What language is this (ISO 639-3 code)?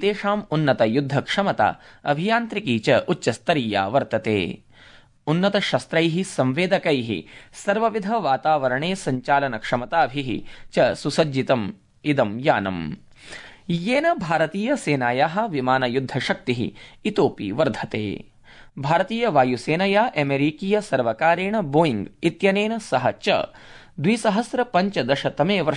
san